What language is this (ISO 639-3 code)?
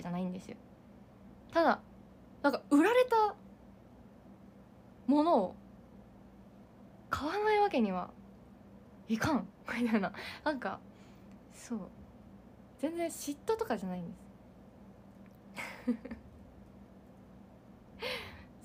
jpn